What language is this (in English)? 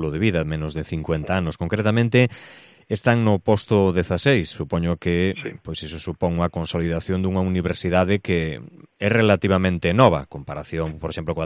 Galician